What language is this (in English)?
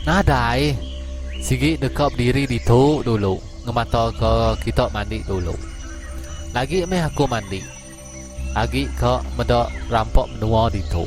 Iban